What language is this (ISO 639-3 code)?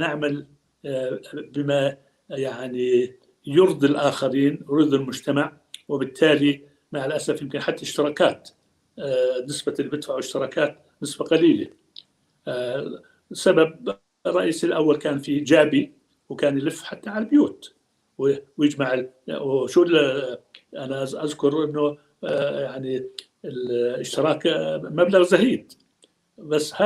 apc